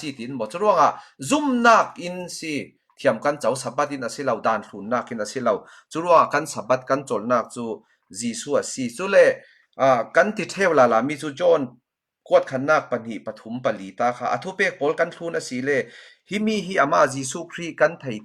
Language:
Falam Chin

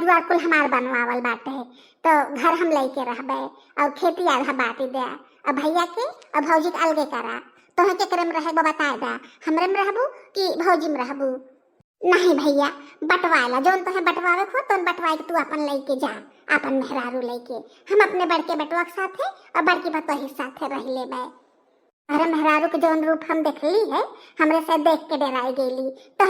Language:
Bhojpuri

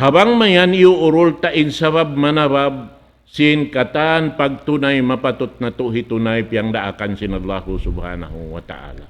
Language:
Tausug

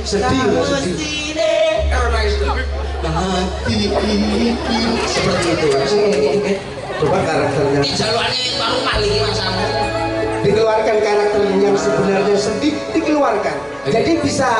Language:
Indonesian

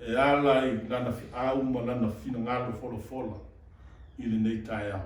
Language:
Samoan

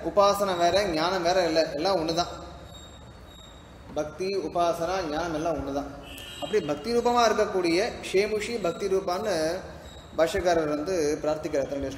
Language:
Tamil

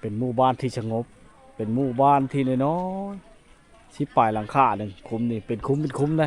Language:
Lao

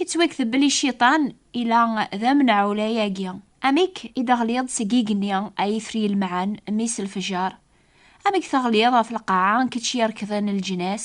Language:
Kabyle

